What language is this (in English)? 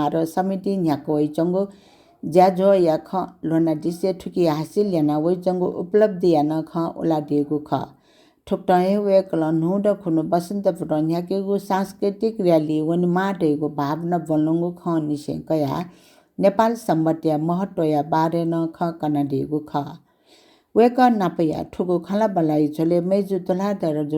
Newari